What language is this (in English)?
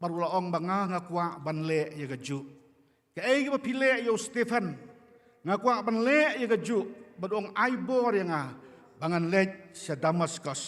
Khasi